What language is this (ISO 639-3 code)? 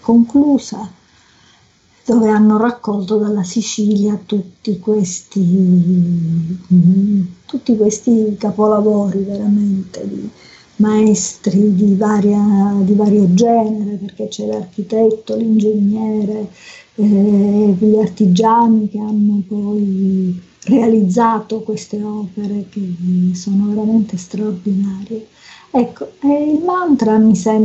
ita